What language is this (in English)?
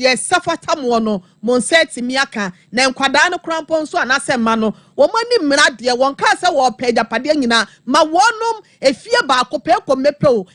Akan